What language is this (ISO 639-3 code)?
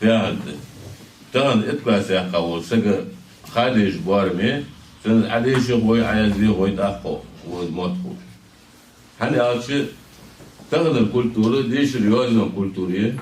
inh